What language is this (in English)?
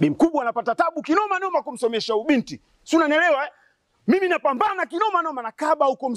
Gusii